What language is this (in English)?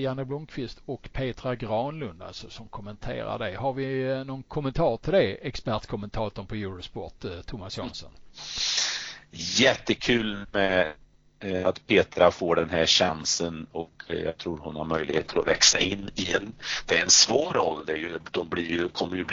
Swedish